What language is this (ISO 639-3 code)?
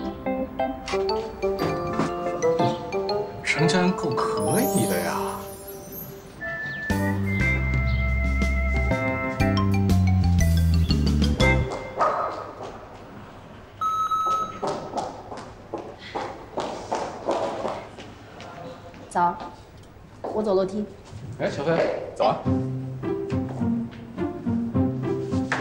zho